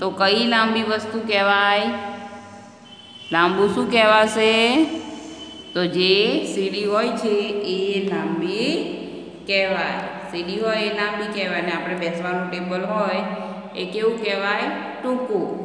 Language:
Gujarati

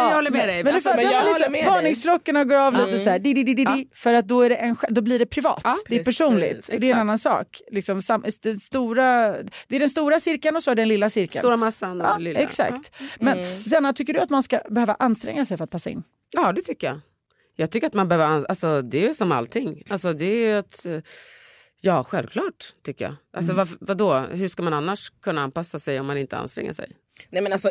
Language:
Swedish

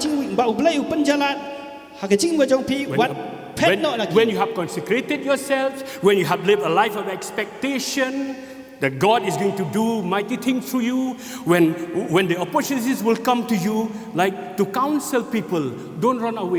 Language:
Khasi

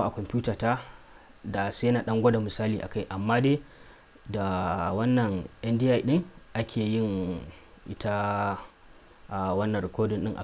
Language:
Hausa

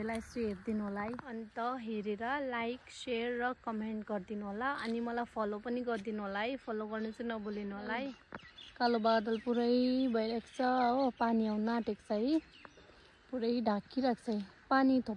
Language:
Nepali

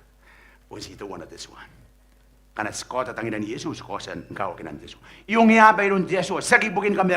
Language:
Gilbertese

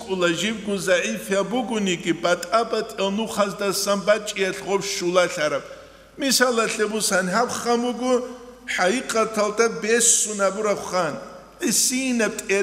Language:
Avaric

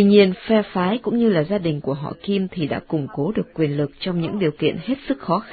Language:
Vietnamese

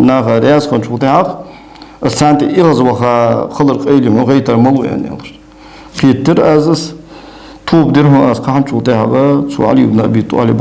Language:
Ingush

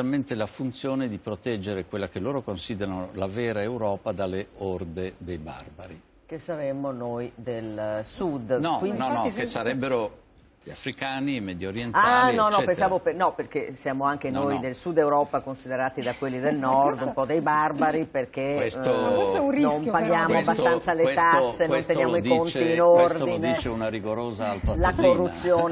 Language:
Italian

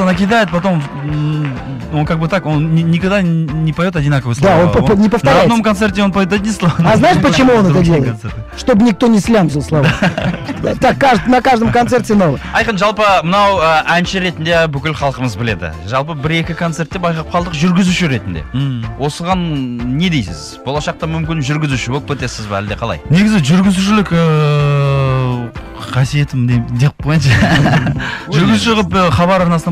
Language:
Kazakh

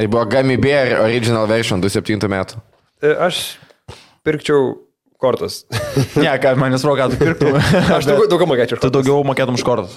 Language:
Lithuanian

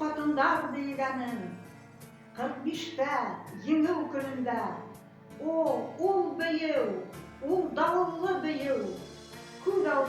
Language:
Bashkir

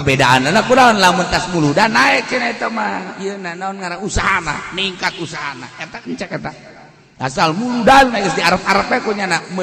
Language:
Sundanese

